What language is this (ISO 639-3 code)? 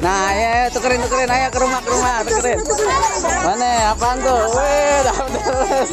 bew